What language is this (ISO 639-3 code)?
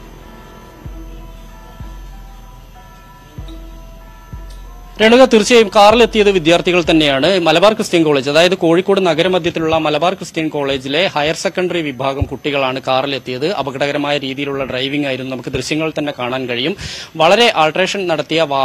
mal